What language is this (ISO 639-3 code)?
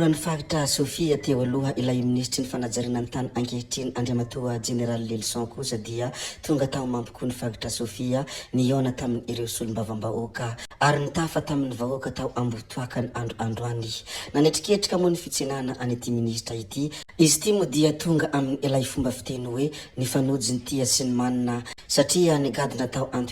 mlg